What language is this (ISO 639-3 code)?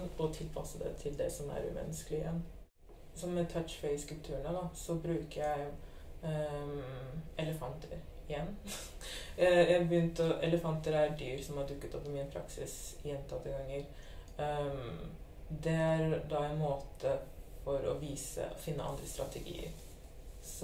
nor